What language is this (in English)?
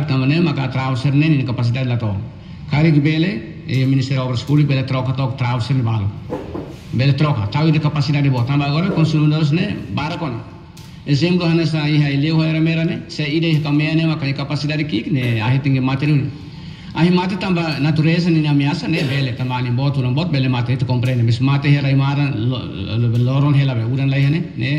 Tetum